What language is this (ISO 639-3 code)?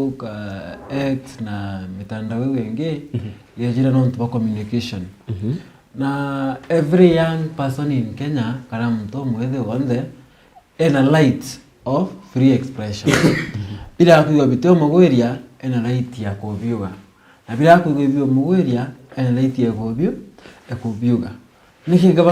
mer